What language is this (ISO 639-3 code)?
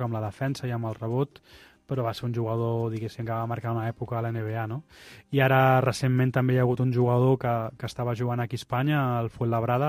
cat